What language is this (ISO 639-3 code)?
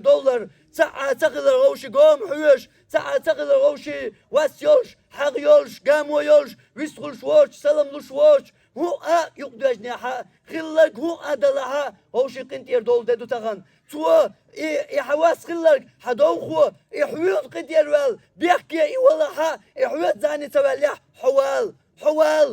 che